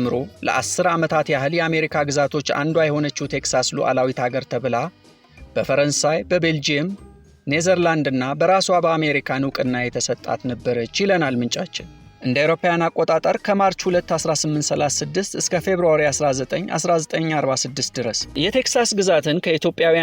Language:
Amharic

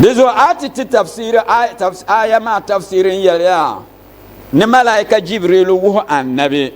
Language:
Dagbani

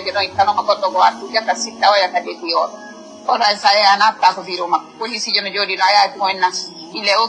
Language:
Fula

